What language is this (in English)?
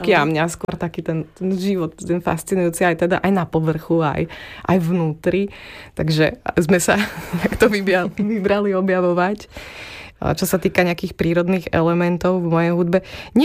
Slovak